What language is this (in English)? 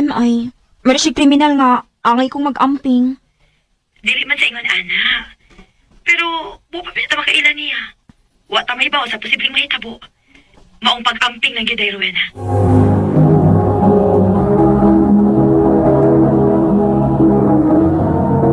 Cebuano